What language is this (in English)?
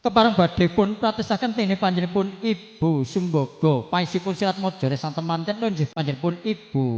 Javanese